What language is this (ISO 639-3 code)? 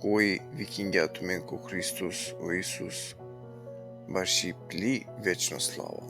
rmn